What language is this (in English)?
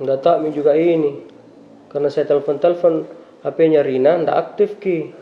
Makassar Malay